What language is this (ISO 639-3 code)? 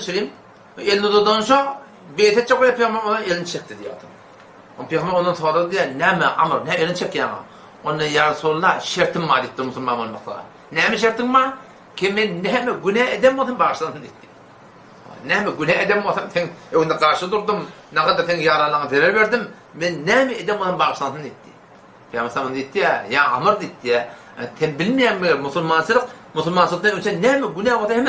tuk